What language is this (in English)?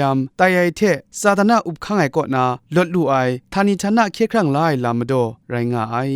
Kachin